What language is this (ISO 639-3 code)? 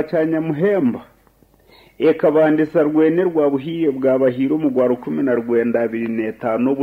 nyn